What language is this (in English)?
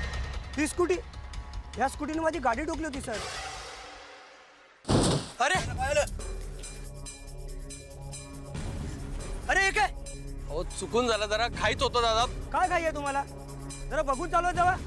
Marathi